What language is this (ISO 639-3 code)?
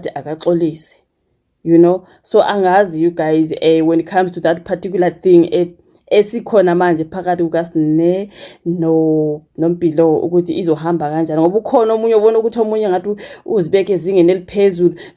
zul